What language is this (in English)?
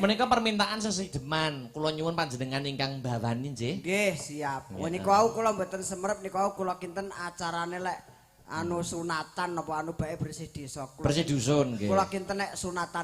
Javanese